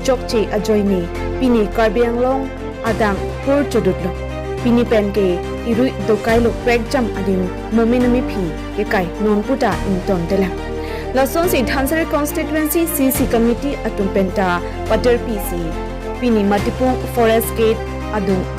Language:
Karbi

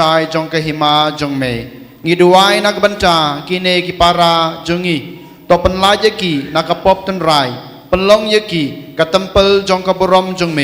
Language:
Khasi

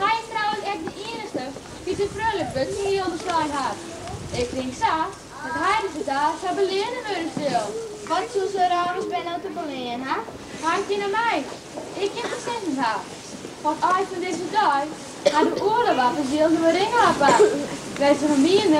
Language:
Western Frisian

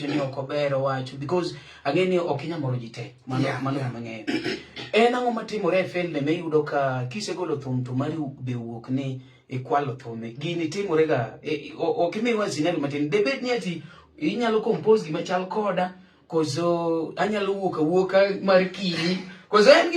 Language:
Luo (Kenya and Tanzania)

